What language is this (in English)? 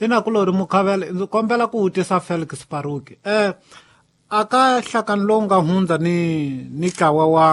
Tsonga